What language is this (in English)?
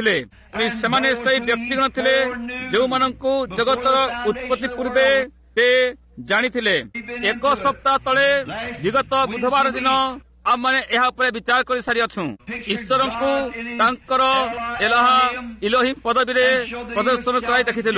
Odia